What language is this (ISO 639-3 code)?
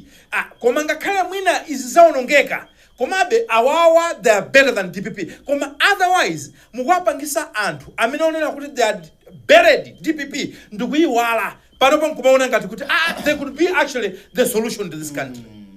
nya